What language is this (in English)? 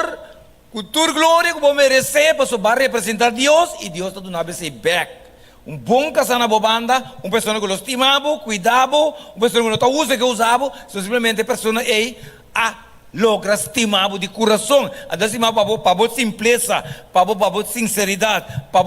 Papiamento